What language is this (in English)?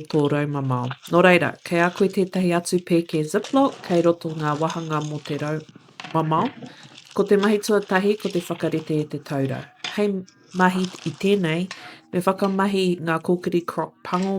Māori